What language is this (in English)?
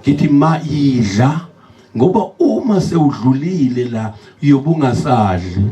Zulu